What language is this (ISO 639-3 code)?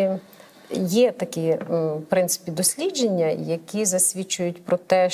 ukr